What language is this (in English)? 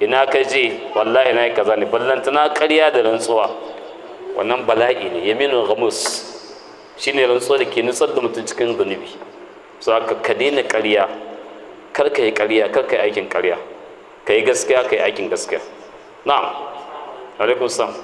Hausa